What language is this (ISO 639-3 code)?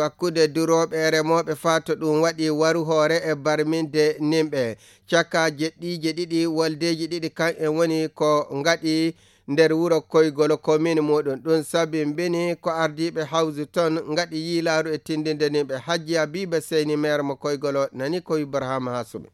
fuv